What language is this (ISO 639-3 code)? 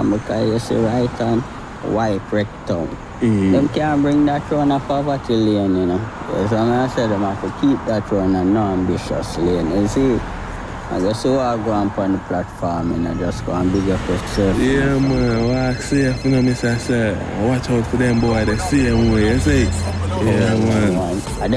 jam